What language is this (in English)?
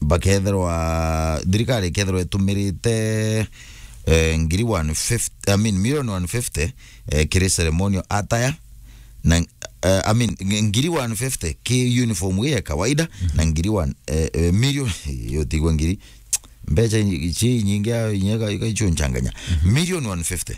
Meru